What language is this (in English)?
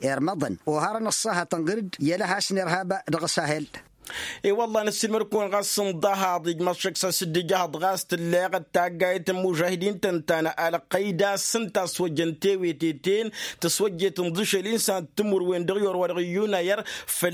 Tamasheq